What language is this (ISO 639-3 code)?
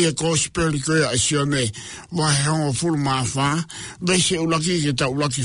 ton